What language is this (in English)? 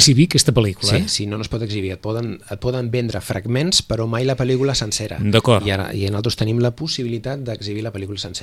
Catalan